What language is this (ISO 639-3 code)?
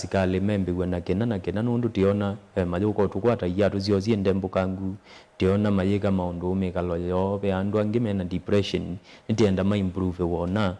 kam